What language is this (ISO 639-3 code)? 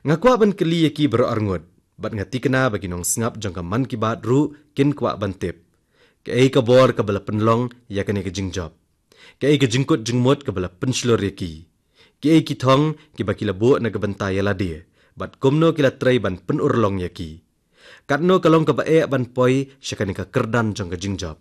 kha